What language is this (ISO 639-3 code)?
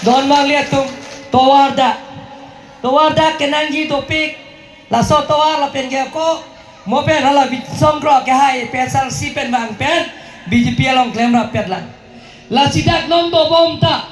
mjw